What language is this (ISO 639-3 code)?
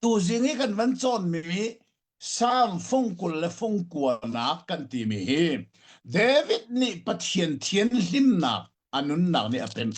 cnh